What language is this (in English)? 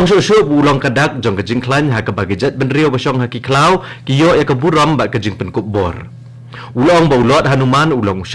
Khasi